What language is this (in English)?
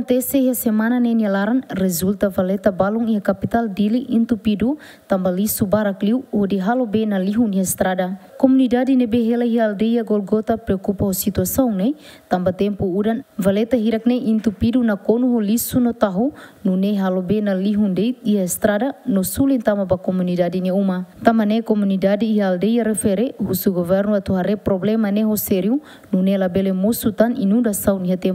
Tetum